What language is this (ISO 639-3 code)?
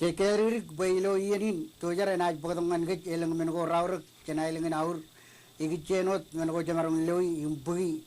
mah